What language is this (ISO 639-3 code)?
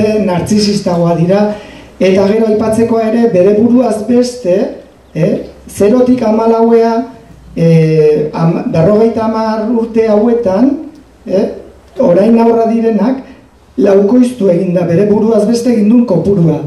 eus